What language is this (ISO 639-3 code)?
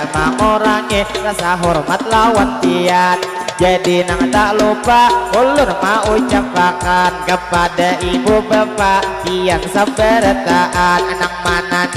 bjn